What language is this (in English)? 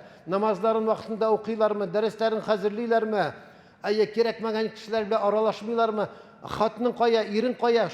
Tatar